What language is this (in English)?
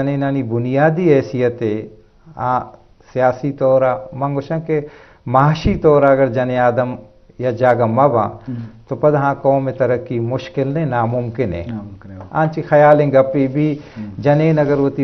Eastern Balochi